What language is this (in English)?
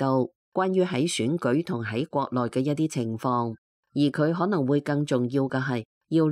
Cantonese